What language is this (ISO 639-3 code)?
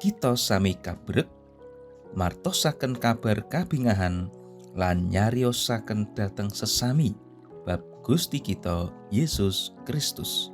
jav